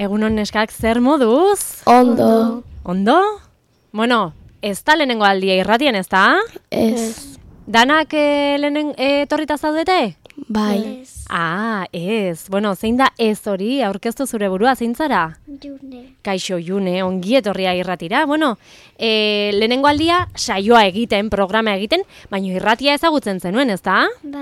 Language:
Basque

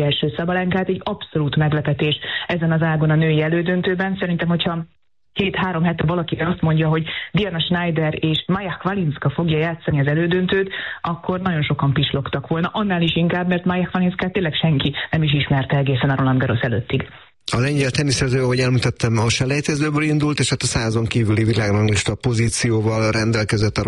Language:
Hungarian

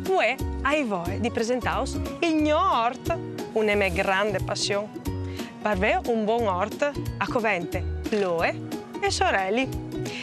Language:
Friulian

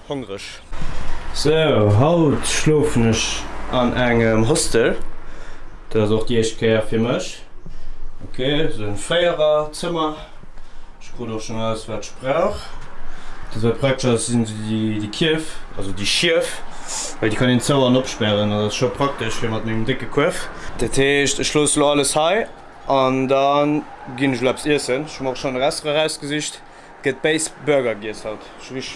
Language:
Luxembourgish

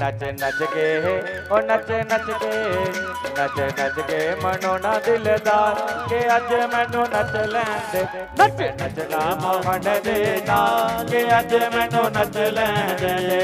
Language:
Dogri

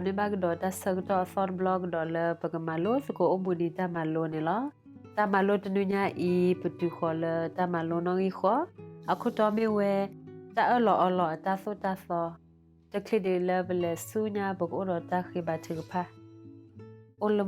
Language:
S'gaw Karen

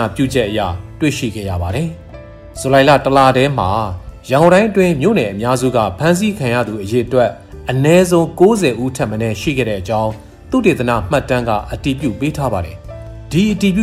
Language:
Burmese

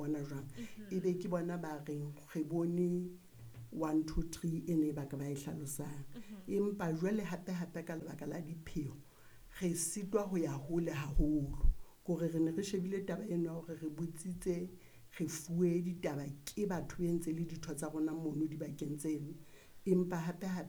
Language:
Southern Sotho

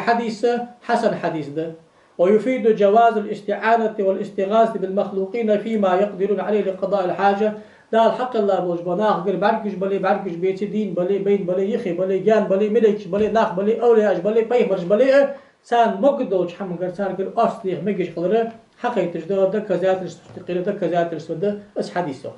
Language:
Ingush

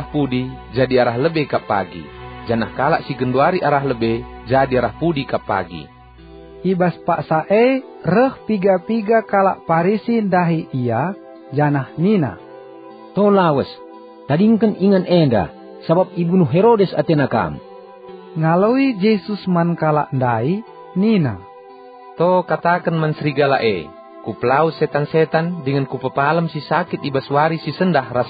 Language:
Batak Karo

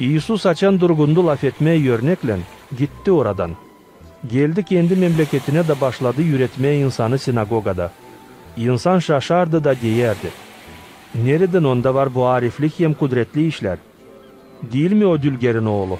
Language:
Gagauz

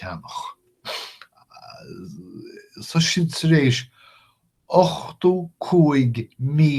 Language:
Irish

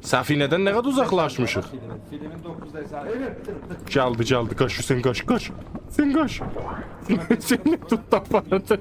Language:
South Azerbaijani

